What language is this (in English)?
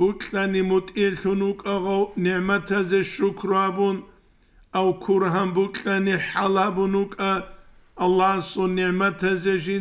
Avaric